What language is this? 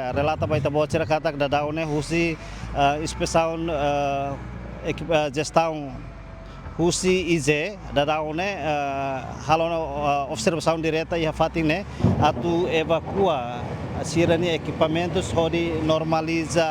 Tetum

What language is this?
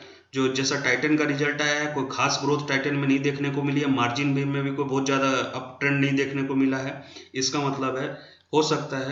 Hindi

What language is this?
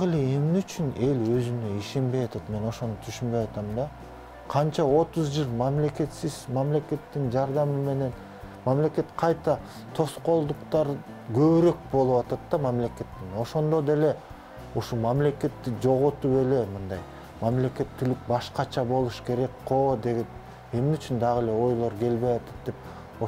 Kyrgyz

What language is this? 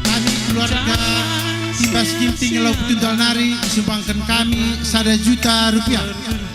Batak Karo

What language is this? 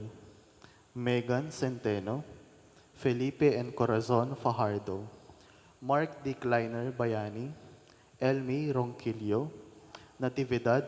Pampanga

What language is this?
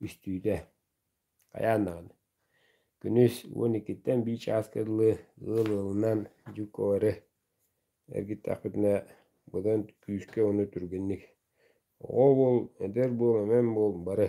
Yakut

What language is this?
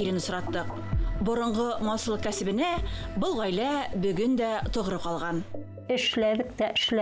Bashkir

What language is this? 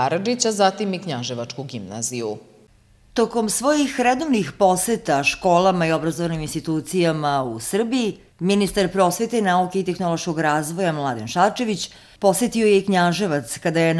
Serbian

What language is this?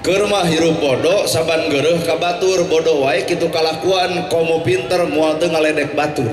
Sundanese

